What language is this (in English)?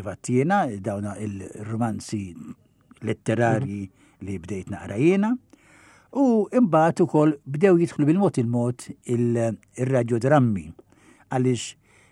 Maltese